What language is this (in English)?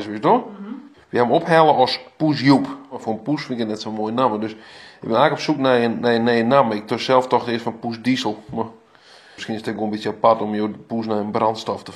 Western Frisian